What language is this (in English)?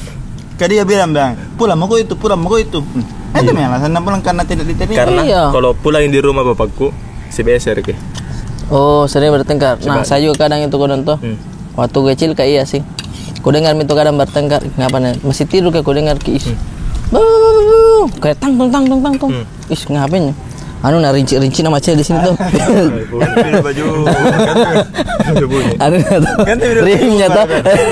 Makassar Malay